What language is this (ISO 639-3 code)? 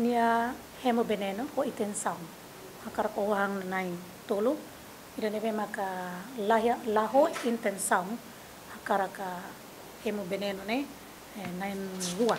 tet